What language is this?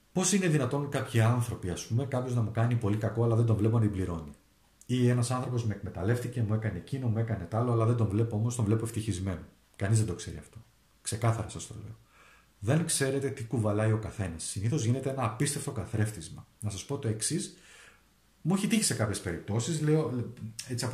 Greek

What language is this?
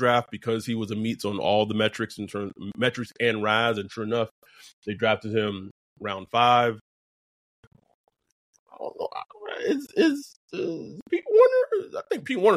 English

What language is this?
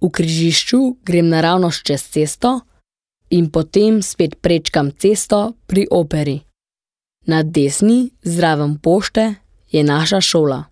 Slovenian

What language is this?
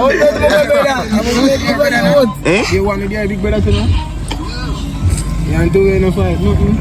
Jamaican Creole English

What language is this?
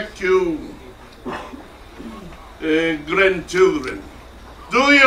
Tongan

